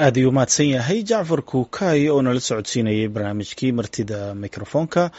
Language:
Somali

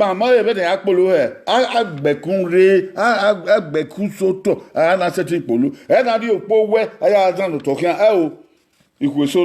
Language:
Bini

